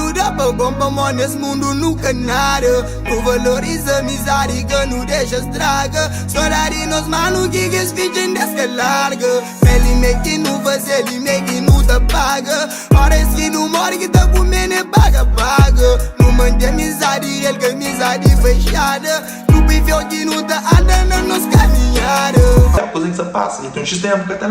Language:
Kabuverdianu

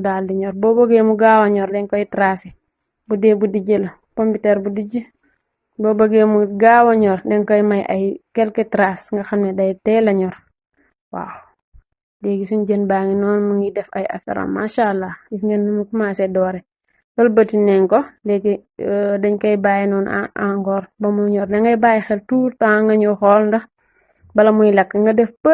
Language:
Wolof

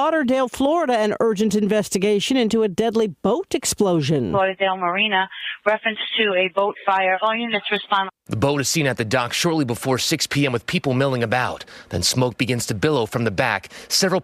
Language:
English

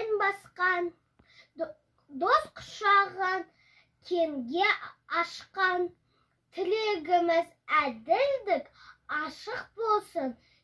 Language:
Kazakh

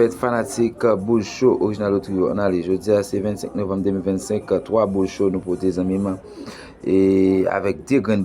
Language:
Haitian Creole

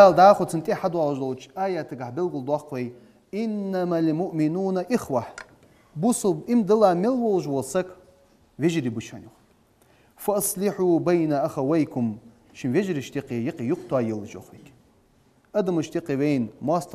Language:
Ingush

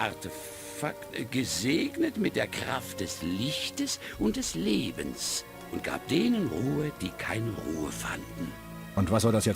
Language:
Bavarian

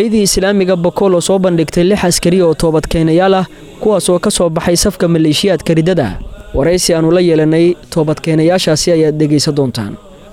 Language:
Somali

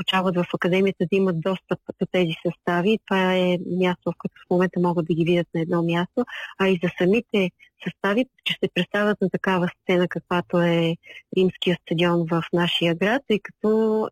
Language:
Bulgarian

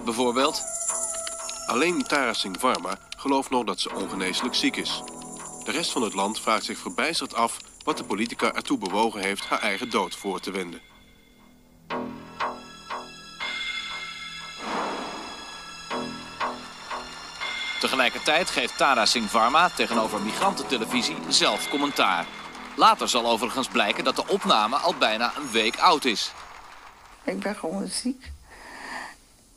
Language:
Dutch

